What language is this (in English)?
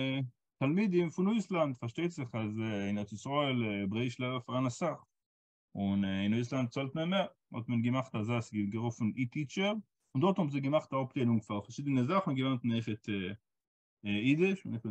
Yiddish